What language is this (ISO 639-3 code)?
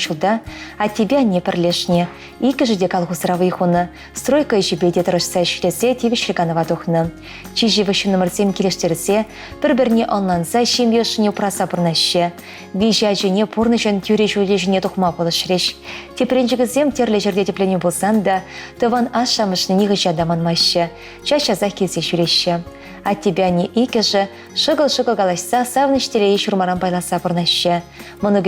chv